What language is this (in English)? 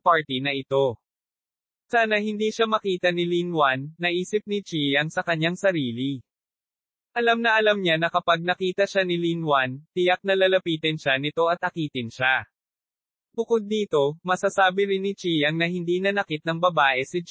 Filipino